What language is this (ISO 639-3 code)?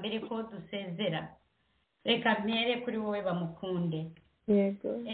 kin